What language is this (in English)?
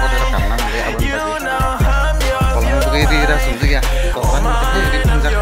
Kok Borok